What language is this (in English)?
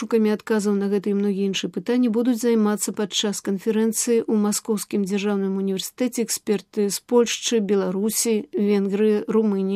Belarusian